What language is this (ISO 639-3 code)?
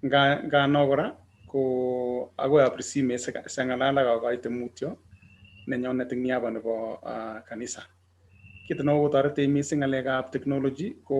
kln